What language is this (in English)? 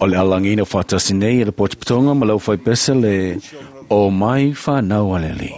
Samoan